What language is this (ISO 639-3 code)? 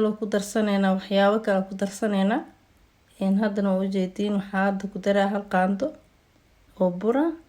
som